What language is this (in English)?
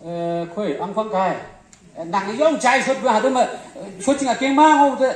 Konyak Naga